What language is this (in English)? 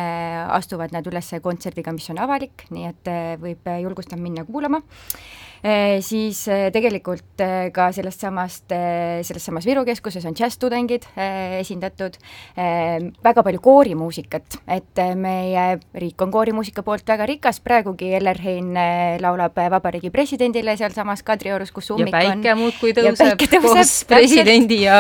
Estonian